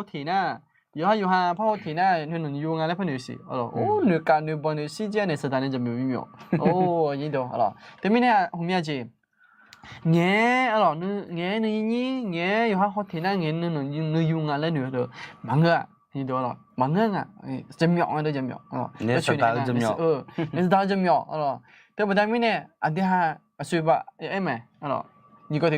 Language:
Akha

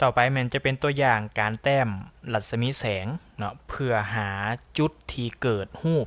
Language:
Lao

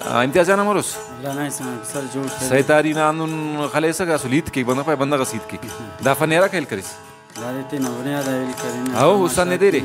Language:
Brahui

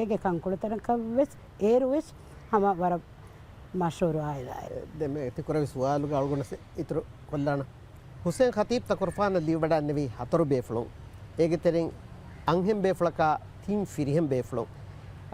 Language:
Divehi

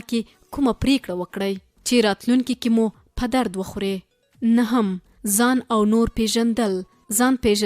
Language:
Pashto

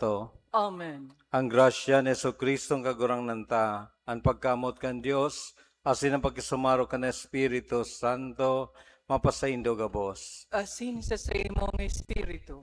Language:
Bikol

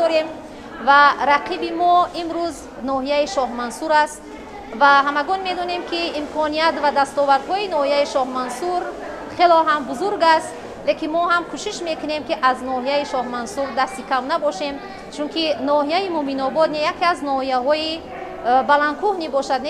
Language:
Tajik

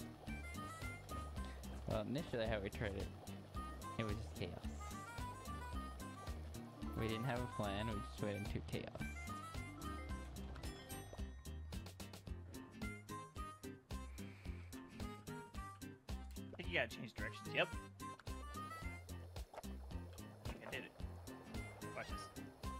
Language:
English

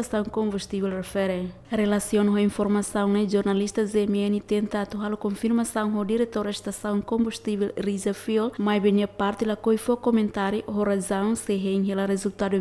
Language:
Tetum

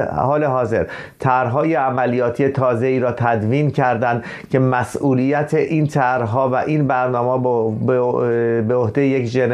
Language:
Persian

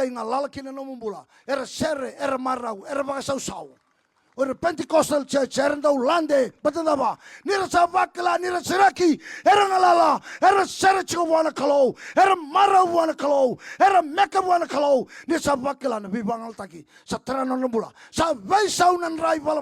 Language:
Fijian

